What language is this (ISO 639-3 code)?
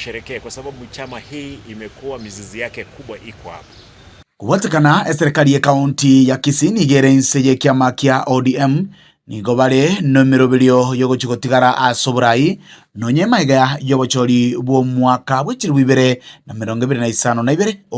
guz